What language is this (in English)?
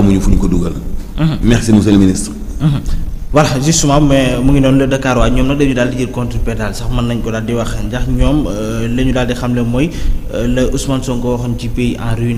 Wolof